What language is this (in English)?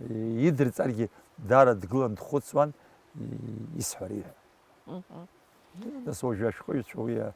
Abkhazian